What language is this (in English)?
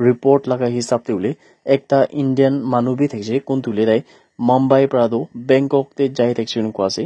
Naga Pidgin